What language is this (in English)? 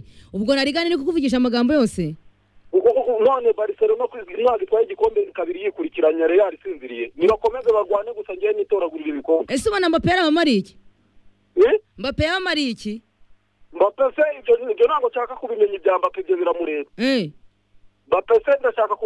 Kinyarwanda